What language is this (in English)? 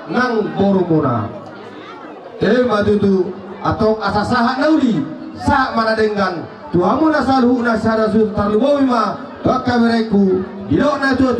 Batak Toba